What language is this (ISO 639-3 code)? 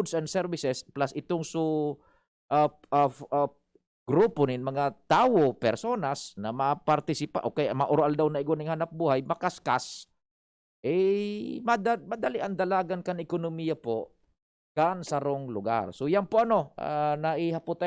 bik